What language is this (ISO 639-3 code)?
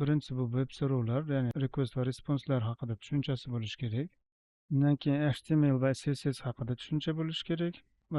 uzb